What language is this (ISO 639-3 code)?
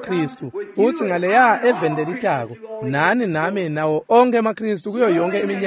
ssw